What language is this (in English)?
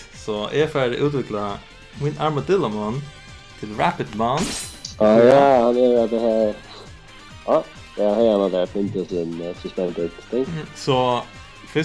Faroese